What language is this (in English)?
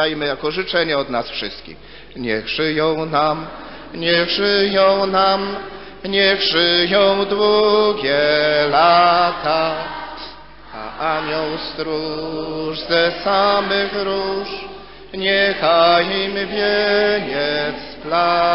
Polish